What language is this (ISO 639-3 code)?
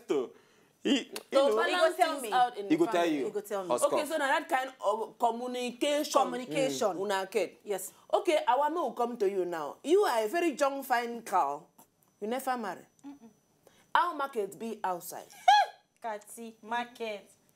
pcm